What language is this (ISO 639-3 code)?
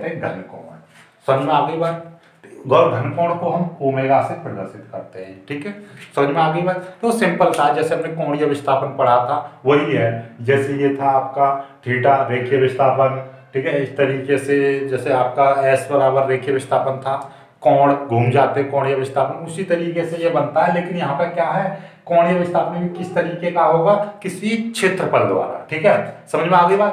hin